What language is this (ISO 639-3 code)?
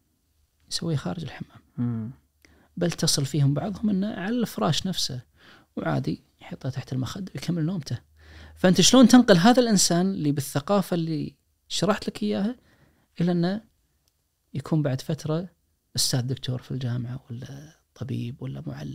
ars